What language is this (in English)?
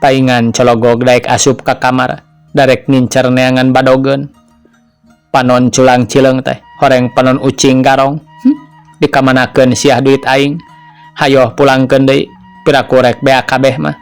Sundanese